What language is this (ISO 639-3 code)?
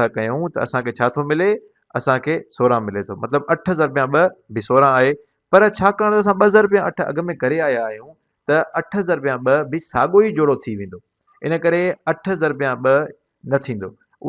snd